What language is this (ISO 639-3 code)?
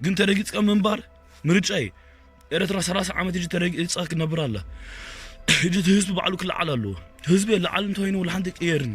tir